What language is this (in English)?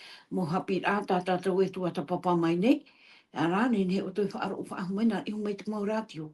Tahitian